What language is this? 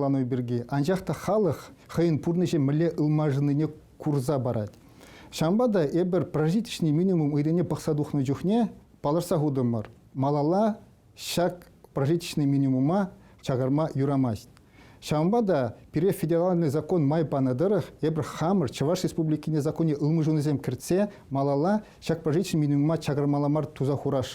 Chuvash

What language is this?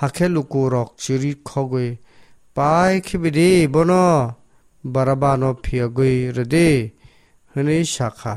Kok Borok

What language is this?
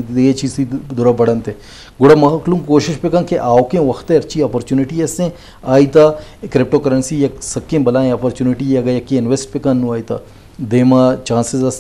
Eastern Balochi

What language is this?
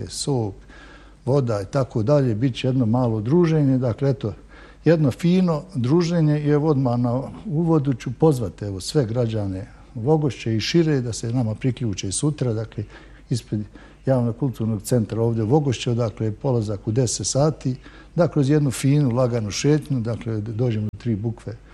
Bosnian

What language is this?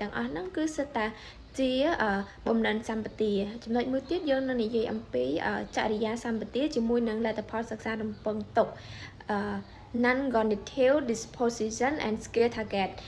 Khmer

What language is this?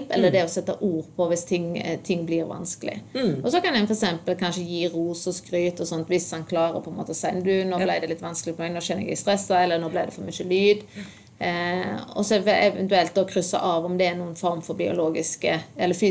Norwegian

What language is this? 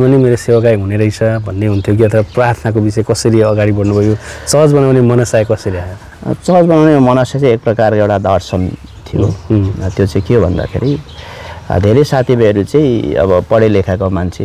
Nepali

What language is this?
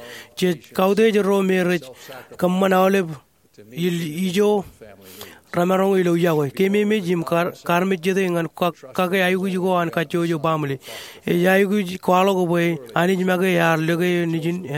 Marshallese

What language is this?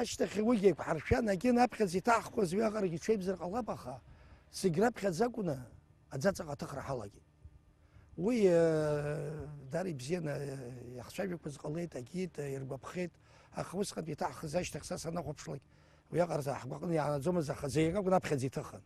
Abkhazian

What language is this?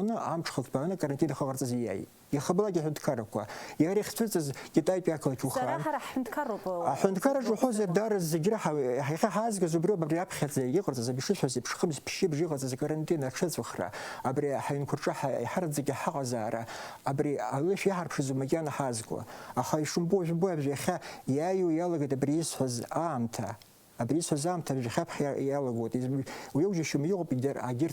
Abkhazian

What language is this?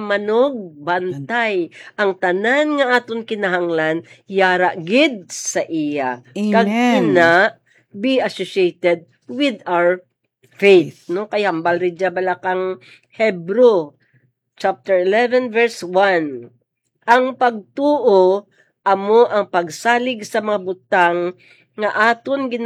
Hiligaynon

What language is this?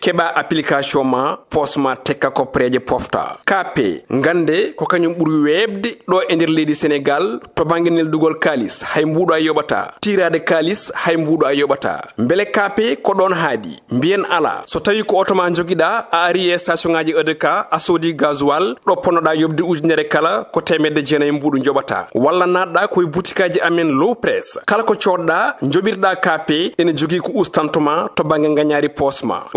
Fula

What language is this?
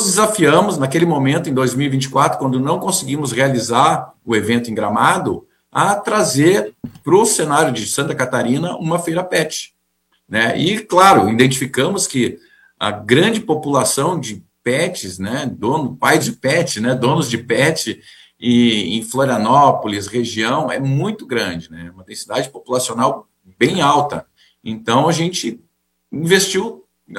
Portuguese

